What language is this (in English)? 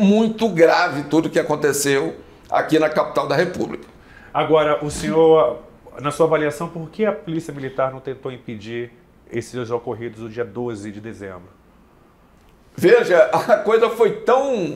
Portuguese